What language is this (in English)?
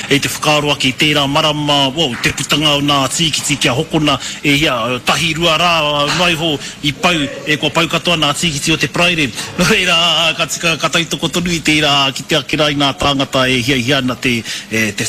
Māori